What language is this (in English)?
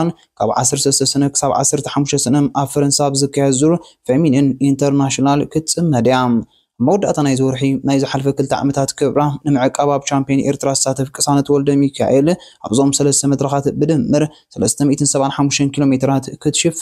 Tigrinya